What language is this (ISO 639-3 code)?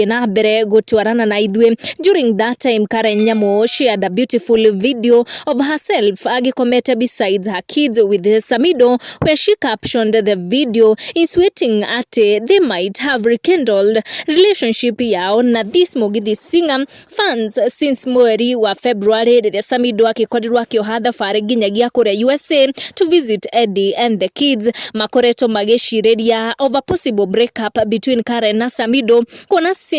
kik